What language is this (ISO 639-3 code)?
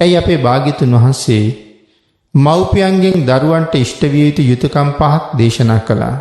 sin